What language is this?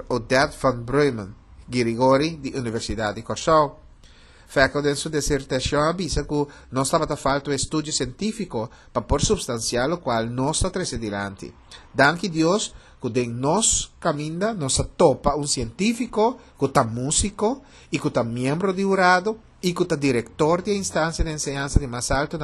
Papiamento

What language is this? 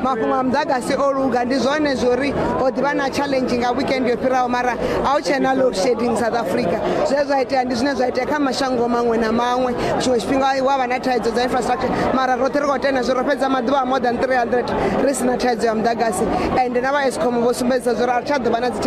Venda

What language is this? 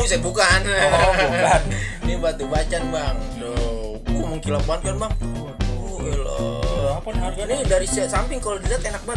Betawi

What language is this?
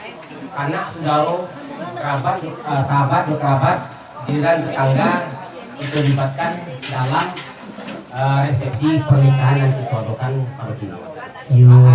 Minangkabau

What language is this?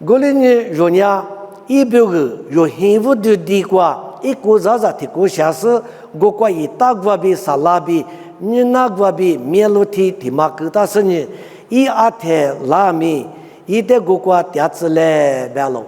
Lisu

